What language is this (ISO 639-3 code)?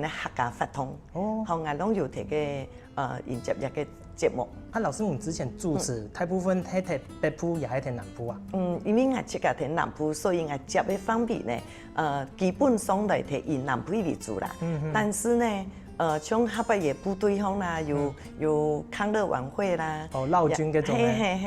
hak